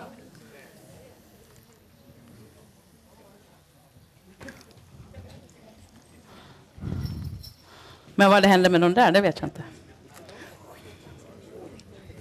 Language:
Swedish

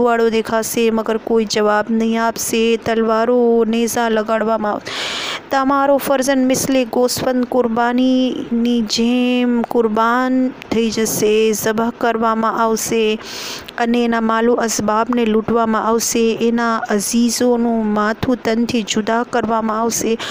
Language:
Gujarati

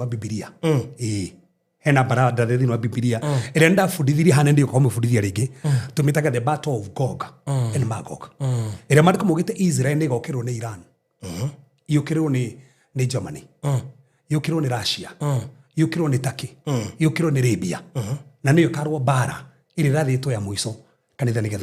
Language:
Kikuyu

